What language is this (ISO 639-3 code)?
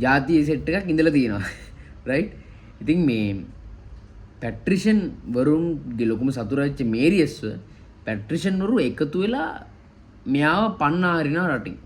sin